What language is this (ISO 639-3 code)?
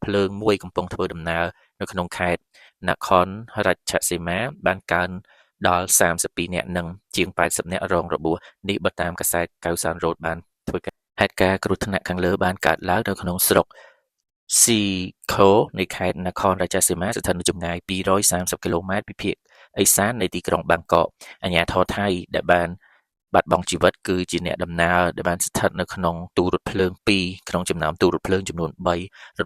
khm